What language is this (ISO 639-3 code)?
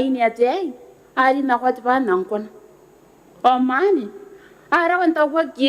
gil